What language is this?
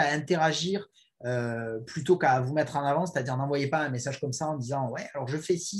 French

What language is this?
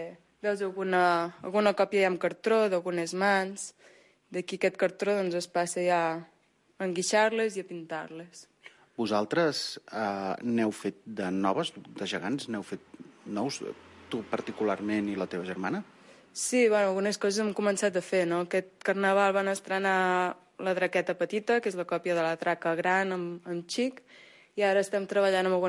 Catalan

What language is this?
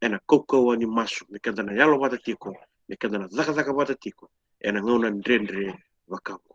Fijian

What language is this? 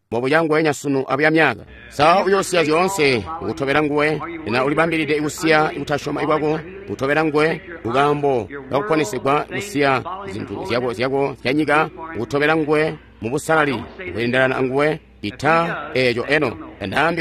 Tonga (Zambia)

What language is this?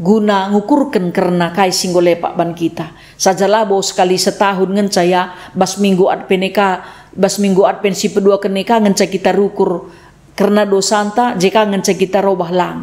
Batak Karo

